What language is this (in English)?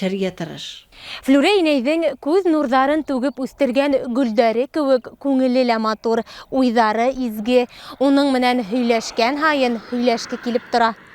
Bashkir